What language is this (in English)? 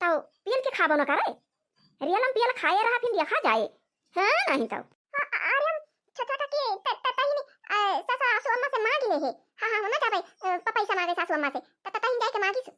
Awadhi